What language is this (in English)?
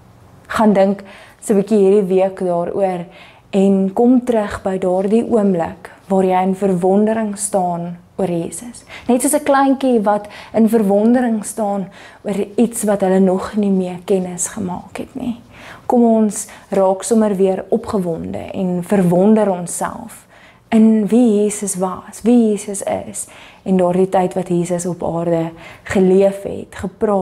Afrikaans